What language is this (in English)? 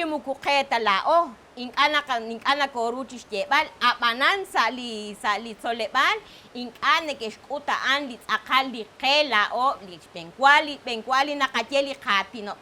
Kekchí